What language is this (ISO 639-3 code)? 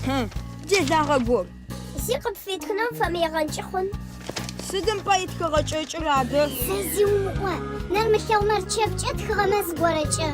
ady